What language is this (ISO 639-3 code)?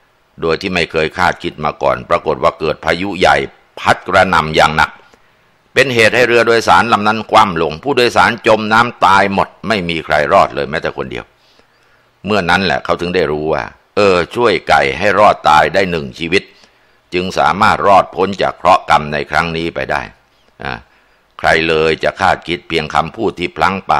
tha